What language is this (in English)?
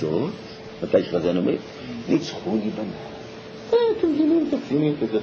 Hebrew